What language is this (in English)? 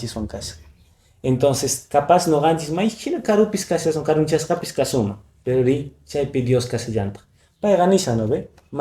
Quechua